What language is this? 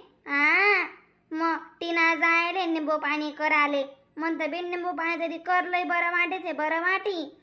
Khandesi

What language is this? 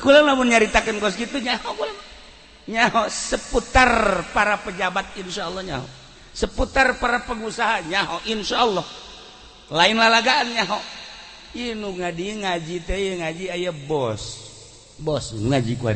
Sundanese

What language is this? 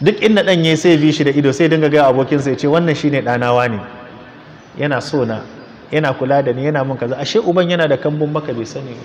Hausa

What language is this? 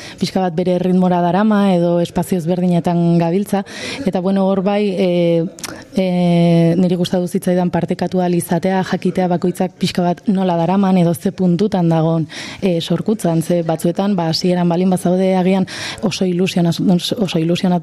Basque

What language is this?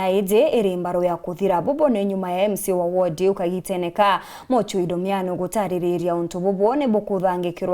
Meru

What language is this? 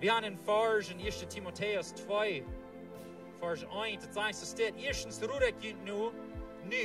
Plautdietsch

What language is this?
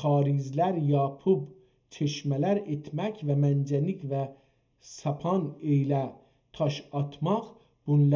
South Azerbaijani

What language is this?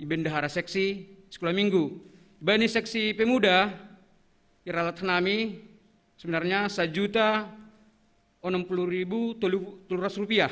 Batak Simalungun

